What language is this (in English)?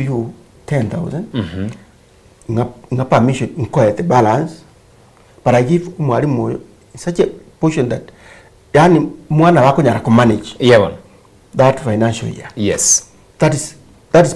Gusii